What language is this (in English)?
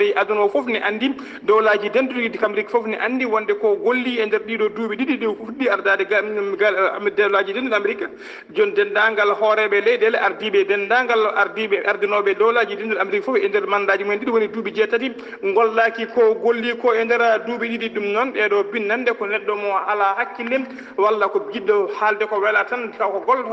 Fula